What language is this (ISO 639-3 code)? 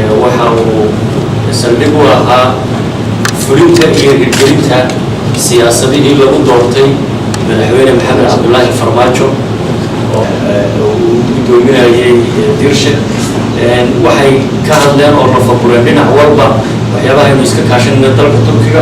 som